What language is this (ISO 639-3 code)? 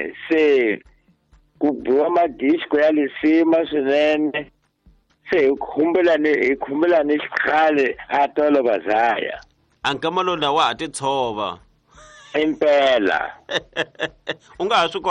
tso